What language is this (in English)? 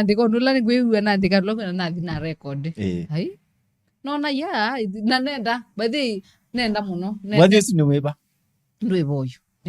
Kamba